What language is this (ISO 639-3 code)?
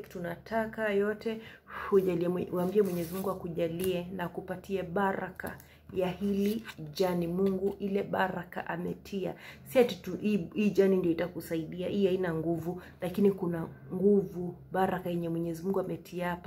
swa